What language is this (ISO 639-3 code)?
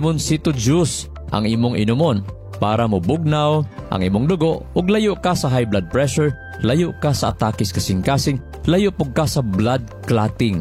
ceb